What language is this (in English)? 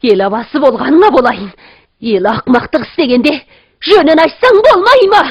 Kazakh